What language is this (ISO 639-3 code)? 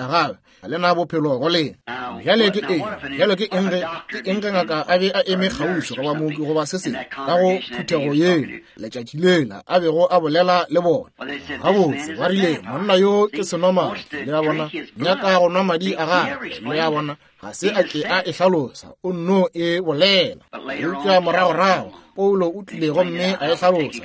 nso